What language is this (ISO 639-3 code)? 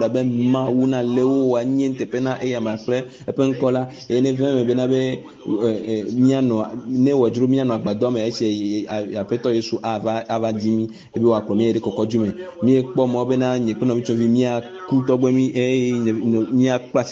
ewe